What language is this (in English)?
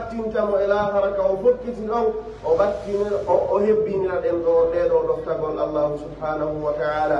Pular